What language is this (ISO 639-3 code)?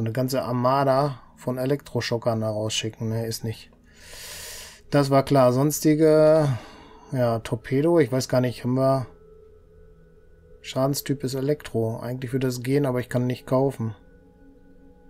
deu